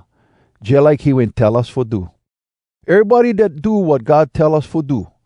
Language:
Hawai'i Creole English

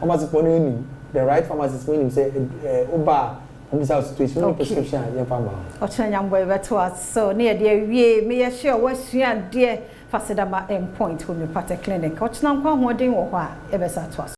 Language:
Akan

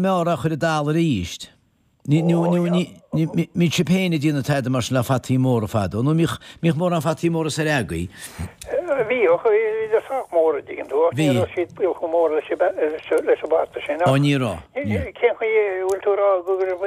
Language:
Irish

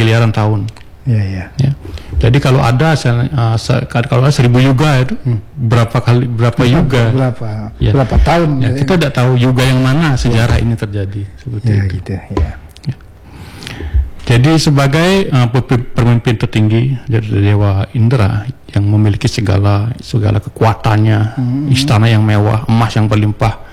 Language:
Indonesian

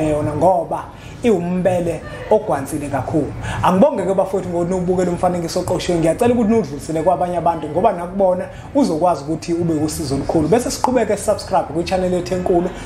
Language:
Zulu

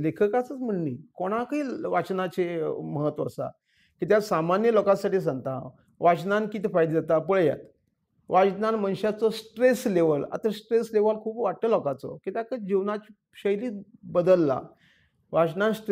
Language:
Konkani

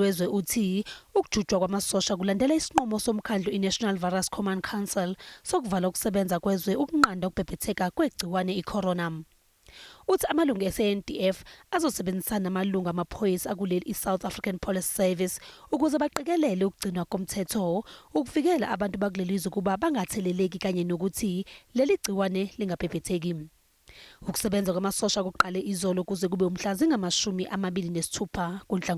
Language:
Zulu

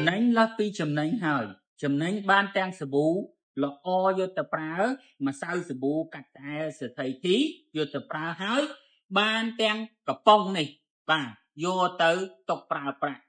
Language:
Khmer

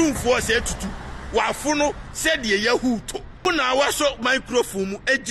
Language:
Akan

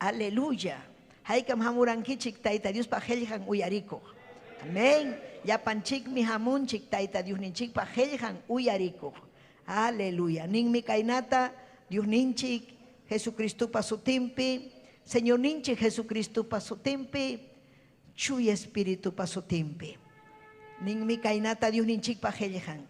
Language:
Ayacucho Quechua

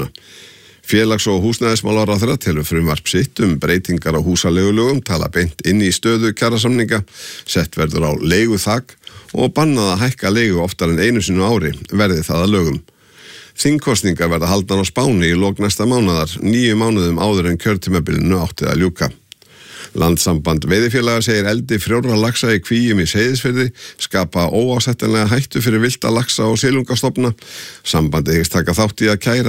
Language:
Icelandic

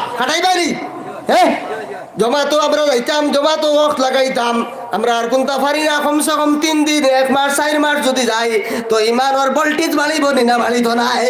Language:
Sylheti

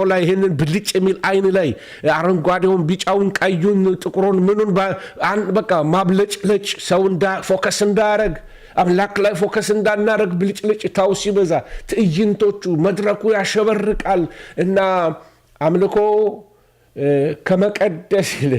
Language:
Amharic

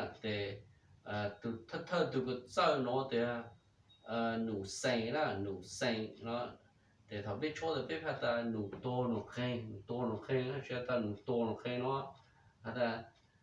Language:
Hmong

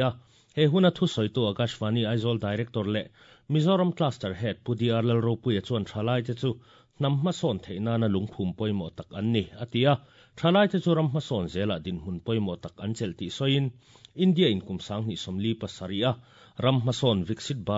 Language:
Mizo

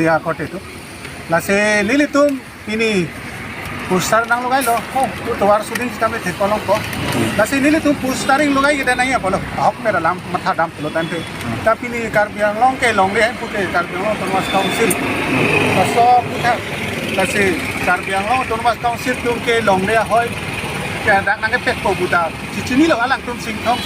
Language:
Karbi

